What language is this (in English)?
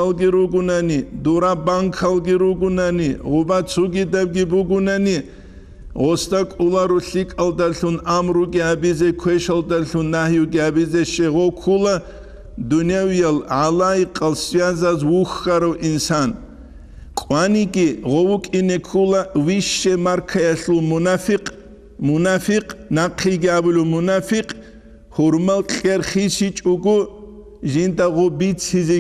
Avaric